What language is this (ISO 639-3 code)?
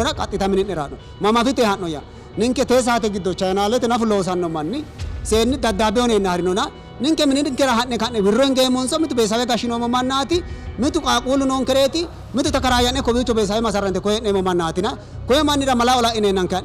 sid